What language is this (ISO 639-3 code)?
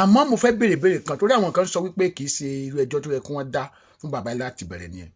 yor